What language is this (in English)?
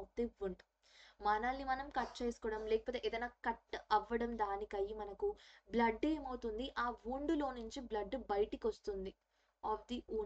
Telugu